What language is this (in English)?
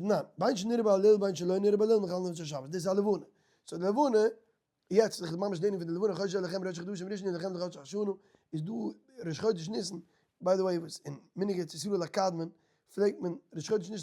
Yiddish